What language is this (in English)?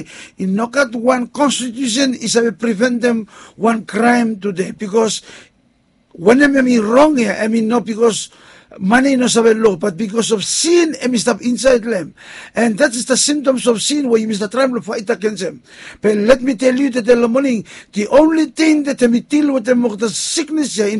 Bislama